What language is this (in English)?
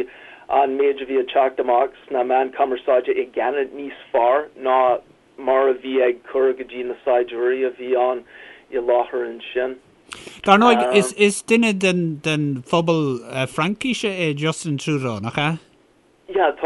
Irish